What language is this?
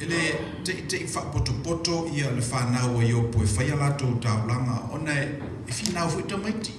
Samoan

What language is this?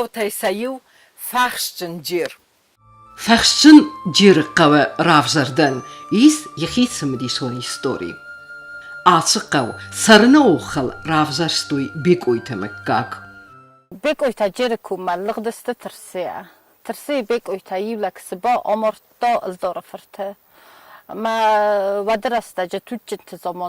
Ossetic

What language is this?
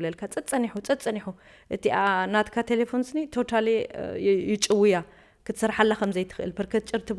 Tigrinya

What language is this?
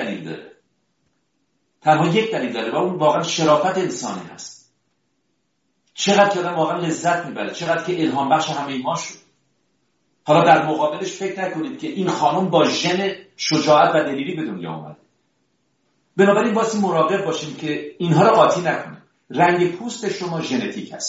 Persian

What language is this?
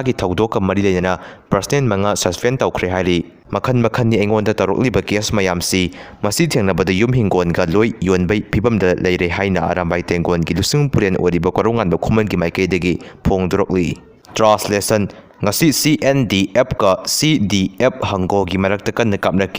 Manipuri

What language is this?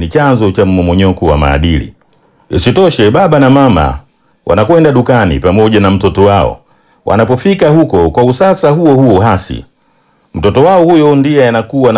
Swahili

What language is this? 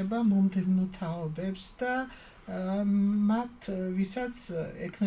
Georgian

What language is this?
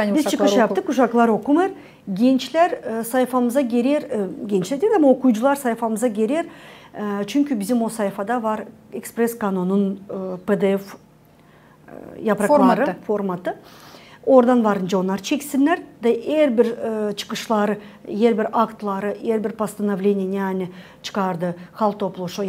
Gagauz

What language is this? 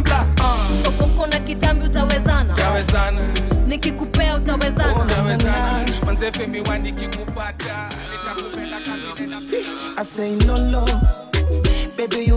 Swahili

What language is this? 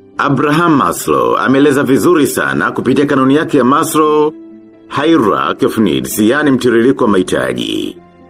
Swahili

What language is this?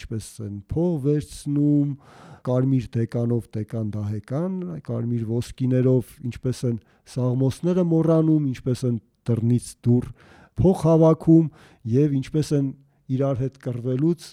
Armenian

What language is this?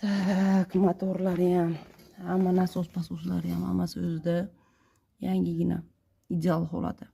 Uzbek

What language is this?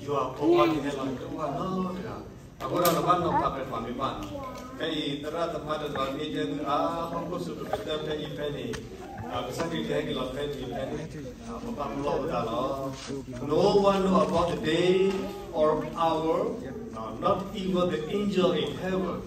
S'gaw Karen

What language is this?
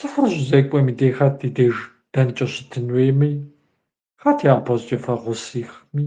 Kabardian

